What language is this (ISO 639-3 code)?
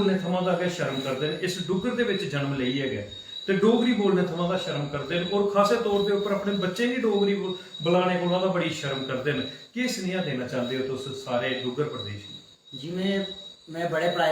doi